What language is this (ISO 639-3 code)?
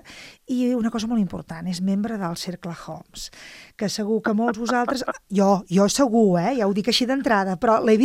cat